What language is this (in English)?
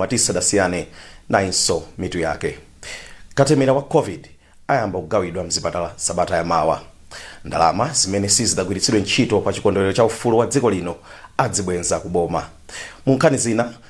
Nyanja